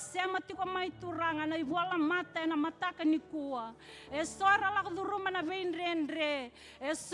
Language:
Fijian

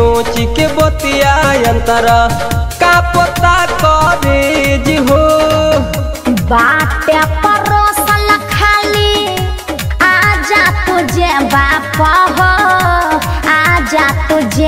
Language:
Bhojpuri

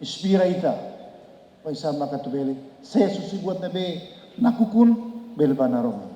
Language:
Tetum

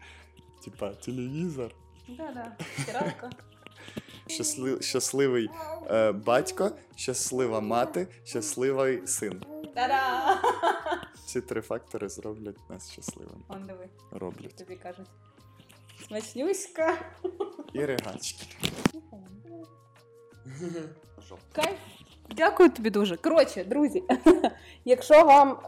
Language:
Ukrainian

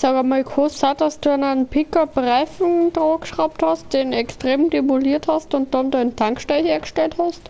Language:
Bavarian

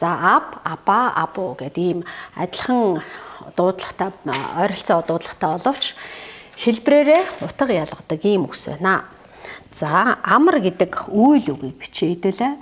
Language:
Mongolian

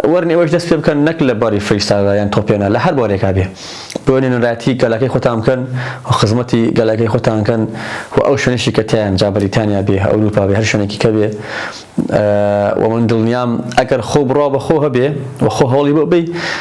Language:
Central Kurdish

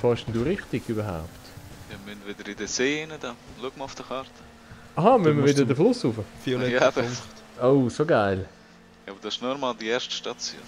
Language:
Swiss German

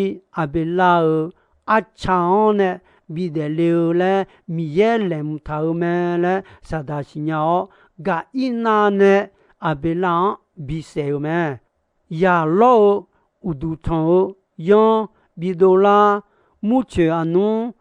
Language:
Akha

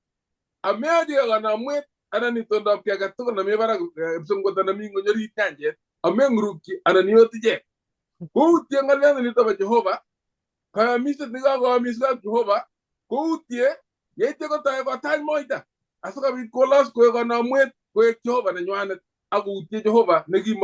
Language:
Kalenjin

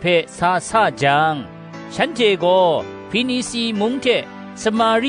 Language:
Kachin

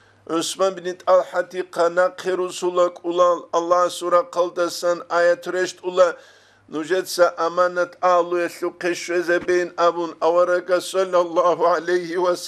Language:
Avaric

